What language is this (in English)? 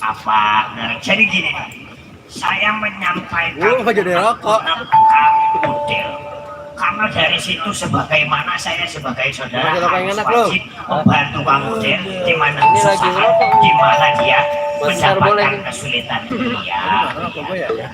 Betawi